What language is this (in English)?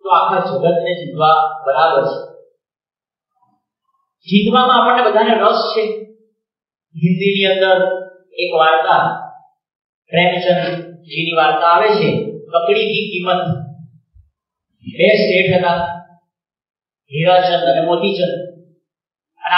Gujarati